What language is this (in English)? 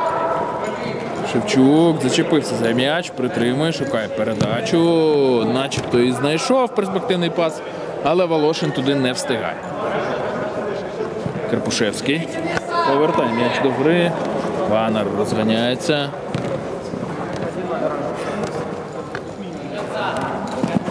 Ukrainian